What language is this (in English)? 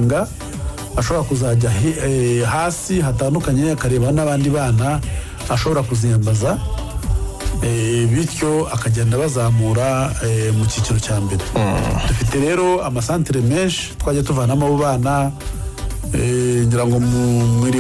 Kinyarwanda